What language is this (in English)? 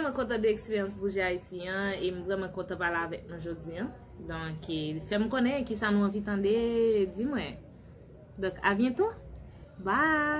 Haitian Creole